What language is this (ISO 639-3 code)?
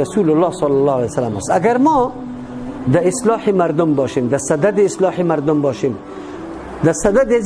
fas